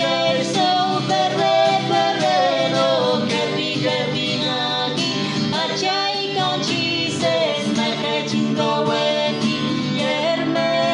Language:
Pohnpeian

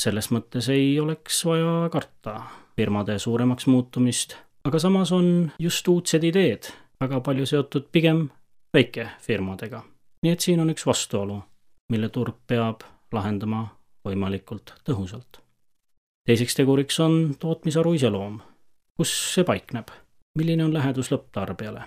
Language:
Estonian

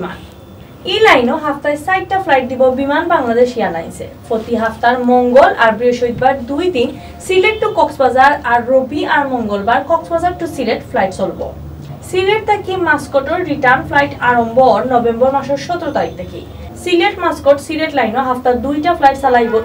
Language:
Sylheti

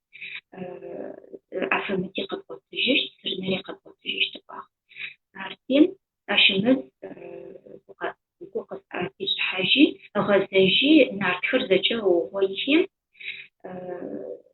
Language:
Adyghe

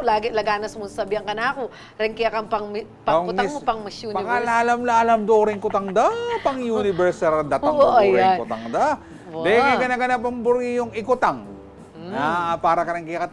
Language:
Pampanga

